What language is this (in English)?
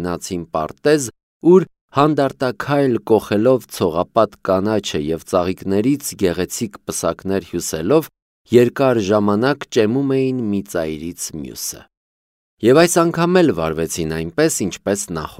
Armenian